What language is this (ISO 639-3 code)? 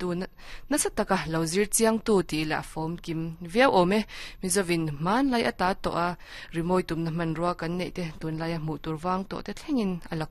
lus